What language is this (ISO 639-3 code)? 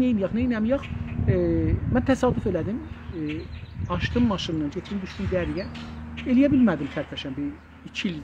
azb